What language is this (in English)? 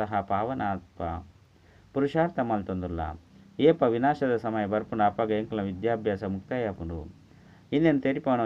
Tulu